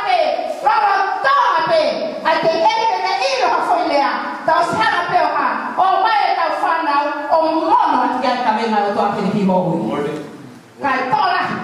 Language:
Tongan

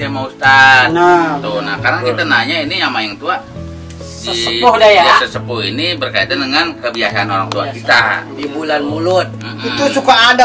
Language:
Betawi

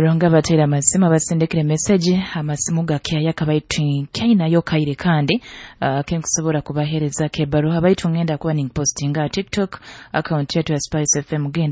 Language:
Nyoro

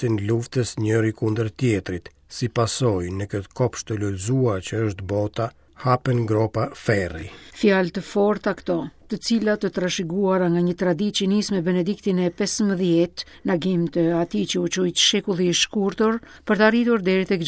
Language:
Albanian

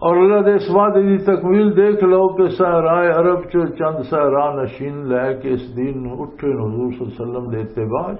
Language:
Western Panjabi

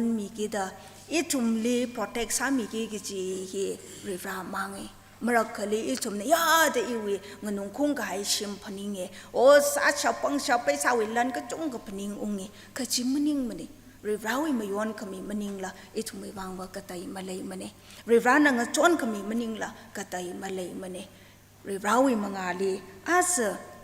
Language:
Tangkhul Naga (India)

